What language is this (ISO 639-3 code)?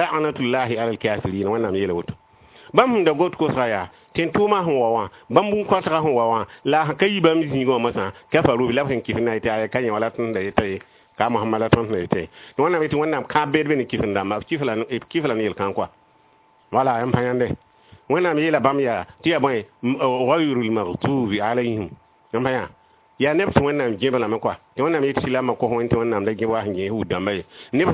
mos